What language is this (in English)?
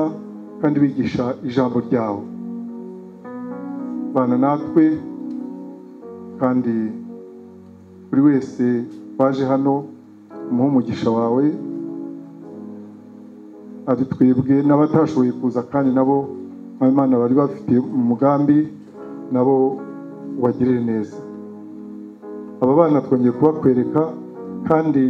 Kinyarwanda